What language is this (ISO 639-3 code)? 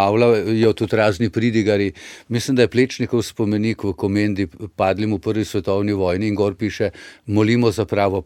slv